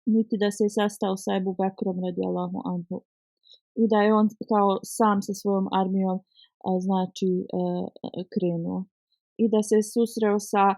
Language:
Bosnian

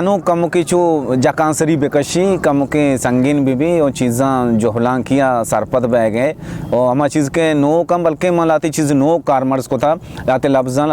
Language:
Baluchi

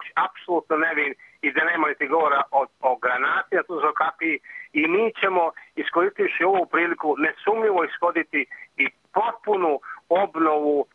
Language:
Bosnian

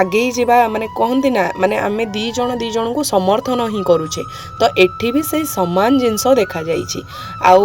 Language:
Odia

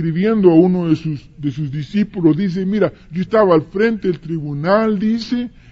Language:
Spanish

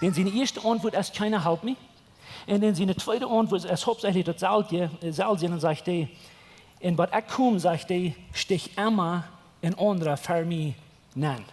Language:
Plautdietsch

